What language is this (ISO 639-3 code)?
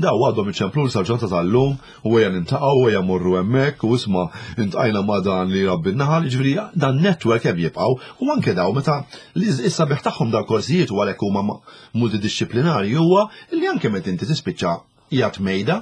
mlt